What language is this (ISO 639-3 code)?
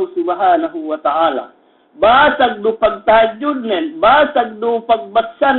yka